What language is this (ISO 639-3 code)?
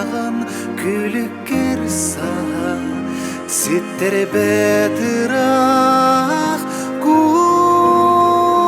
sah